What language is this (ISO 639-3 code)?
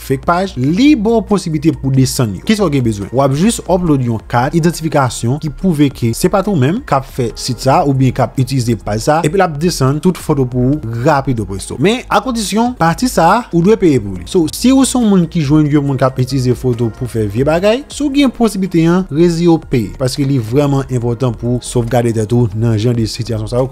hat